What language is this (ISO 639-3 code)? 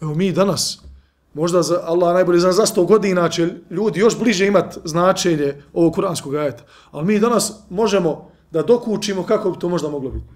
bos